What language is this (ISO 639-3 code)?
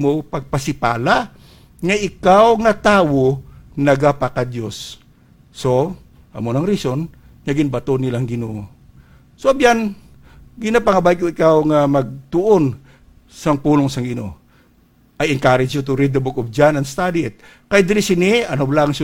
hil